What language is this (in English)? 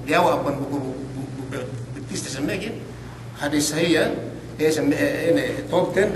Yakan